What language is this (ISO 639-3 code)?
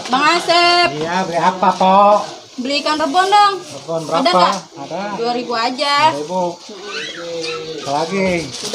bew